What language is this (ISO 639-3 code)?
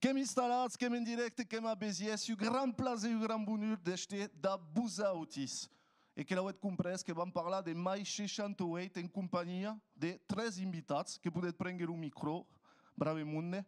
oci